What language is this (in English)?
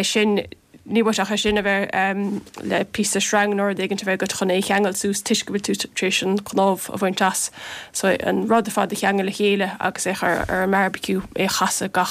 Irish